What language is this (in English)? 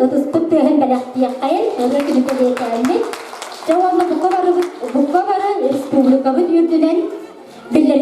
Yakut